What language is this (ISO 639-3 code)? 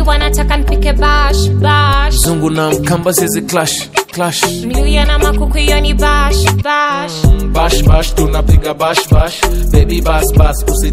swa